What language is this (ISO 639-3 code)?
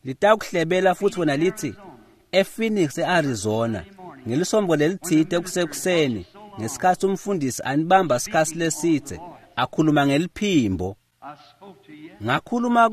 ssw